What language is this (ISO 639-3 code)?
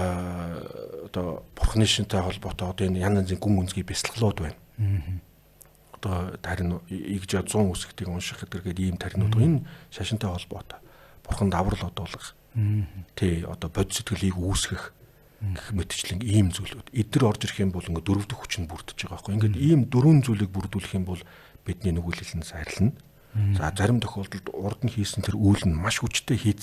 mon